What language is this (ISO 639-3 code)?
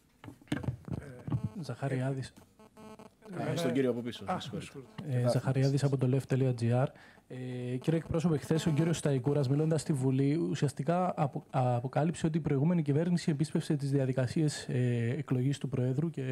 ell